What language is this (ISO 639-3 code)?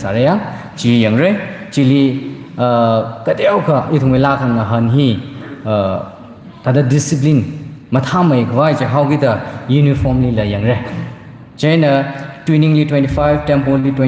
nmf